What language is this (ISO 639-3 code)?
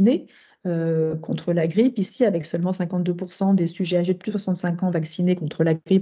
fra